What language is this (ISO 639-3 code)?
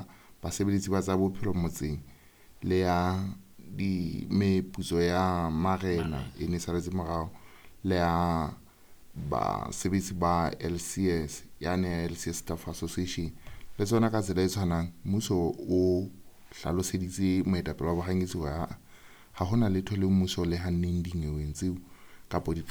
sot